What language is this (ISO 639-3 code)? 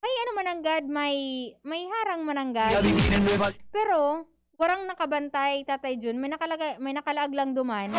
bik